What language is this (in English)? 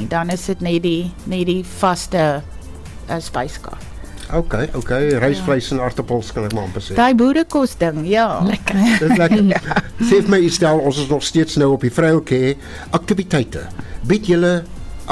Afrikaans